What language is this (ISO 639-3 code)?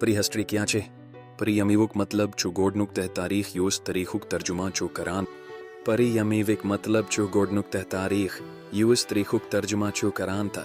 kas